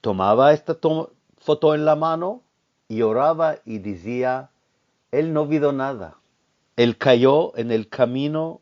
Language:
Ladino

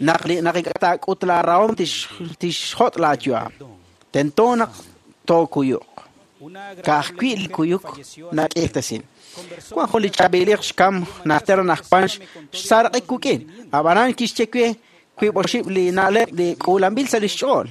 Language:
Kekchí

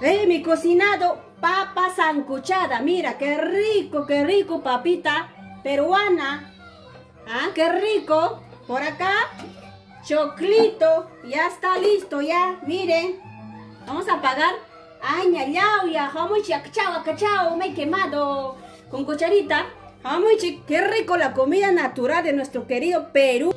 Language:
Ayacucho Quechua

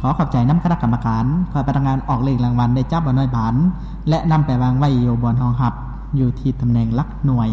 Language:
Lao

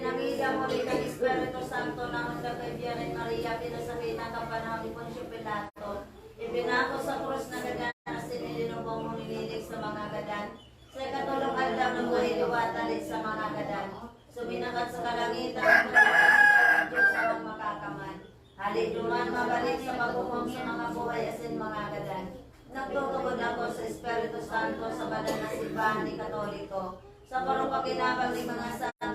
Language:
Bikol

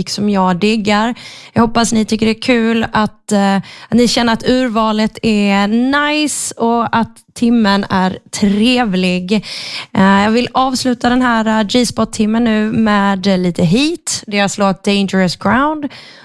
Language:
Swedish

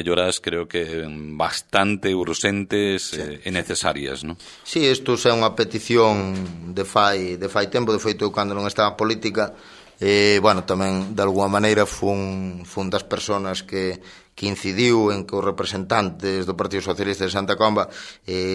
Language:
Galician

